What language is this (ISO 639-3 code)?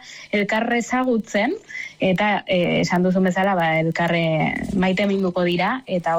eus